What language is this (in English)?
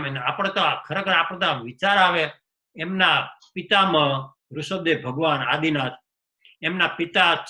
Gujarati